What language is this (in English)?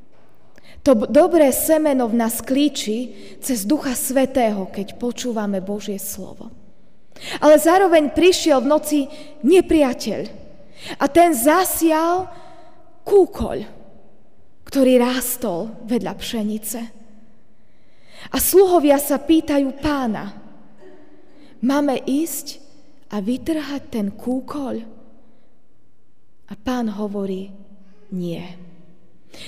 Slovak